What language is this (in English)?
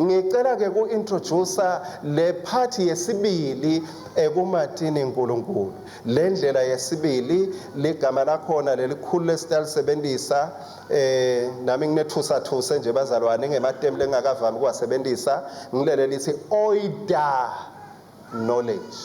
Swati